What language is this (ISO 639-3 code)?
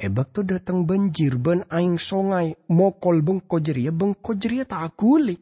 mad